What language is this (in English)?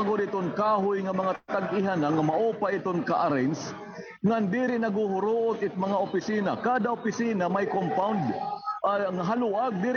Waray